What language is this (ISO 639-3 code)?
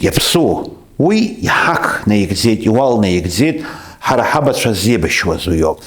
abk